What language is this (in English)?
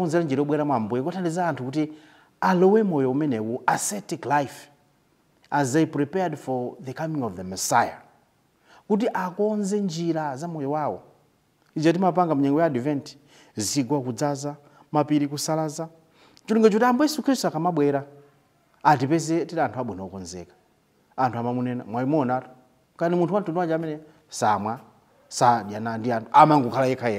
Nyanja